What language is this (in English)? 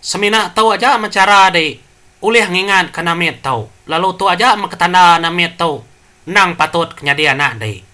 Iban